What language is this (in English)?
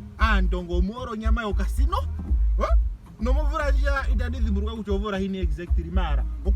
Ndonga